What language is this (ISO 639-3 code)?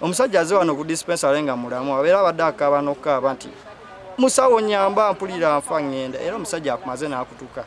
lug